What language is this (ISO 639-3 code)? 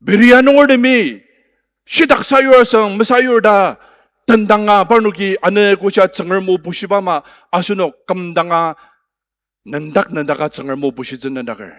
njo